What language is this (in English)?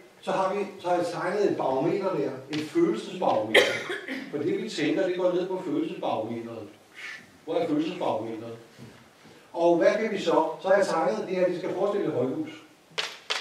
Danish